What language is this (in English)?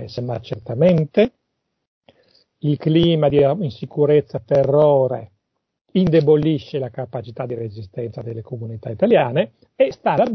Italian